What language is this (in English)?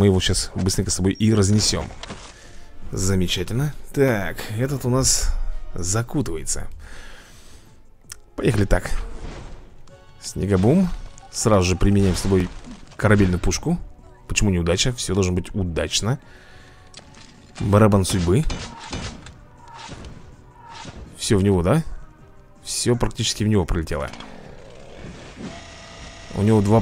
Russian